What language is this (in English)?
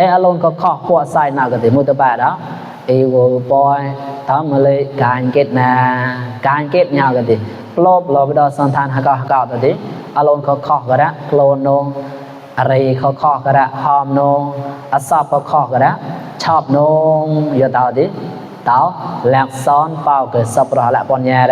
Mon